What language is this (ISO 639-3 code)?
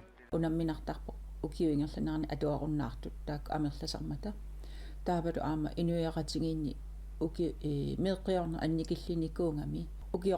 kal